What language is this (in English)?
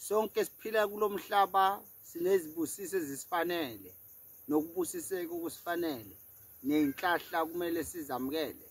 Zulu